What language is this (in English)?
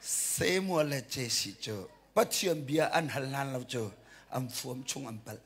Hakha Chin